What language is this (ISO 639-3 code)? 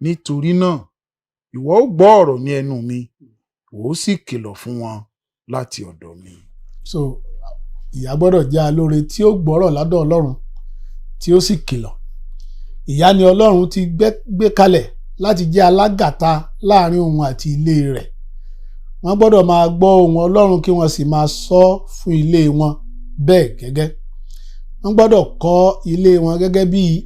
yor